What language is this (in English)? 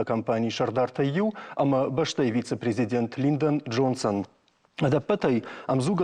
Ossetic